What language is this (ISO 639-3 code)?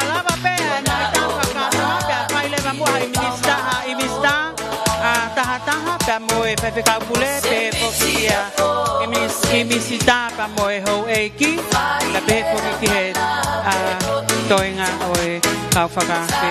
ton